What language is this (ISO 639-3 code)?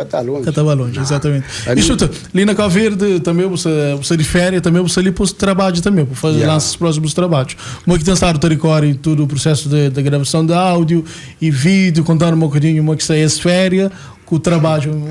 kea